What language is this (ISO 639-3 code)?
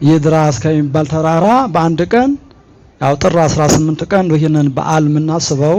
amh